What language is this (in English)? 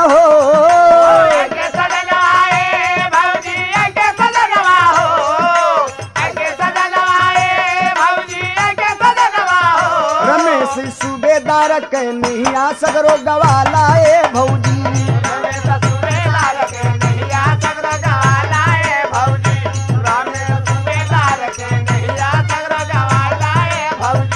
Bhojpuri